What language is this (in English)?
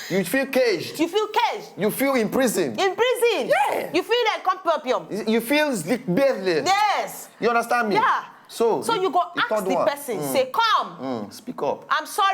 Nigerian Pidgin